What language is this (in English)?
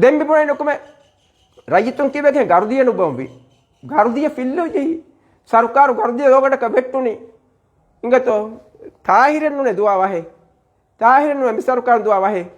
Divehi